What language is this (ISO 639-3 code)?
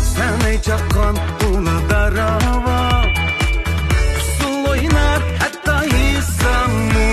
uig